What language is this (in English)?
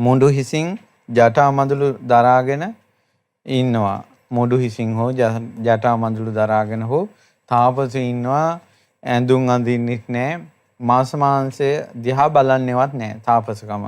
Sinhala